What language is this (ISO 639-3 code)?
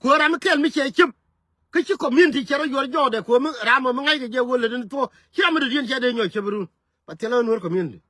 nus